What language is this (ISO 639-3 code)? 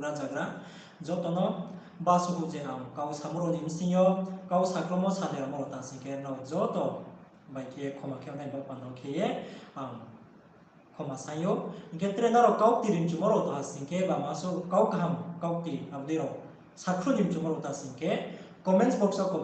ria